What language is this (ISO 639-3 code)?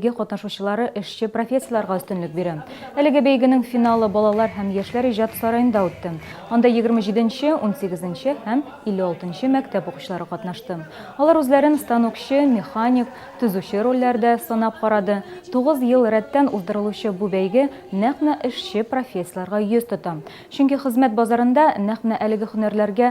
tat